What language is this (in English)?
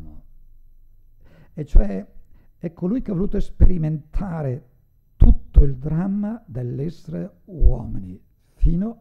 Italian